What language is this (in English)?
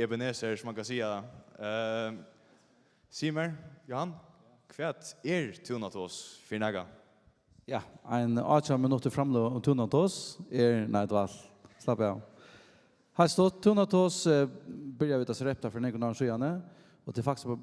Faroese